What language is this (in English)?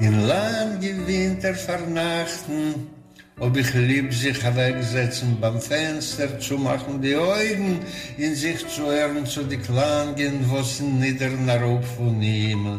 Yiddish